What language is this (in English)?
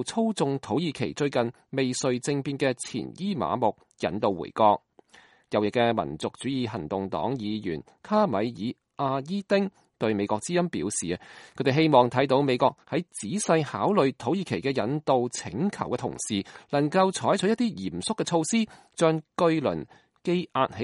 Cantonese